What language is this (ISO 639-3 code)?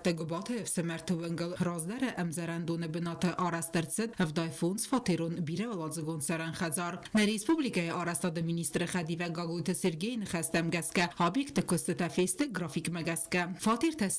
oss